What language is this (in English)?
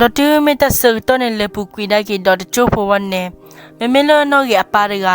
S'gaw Karen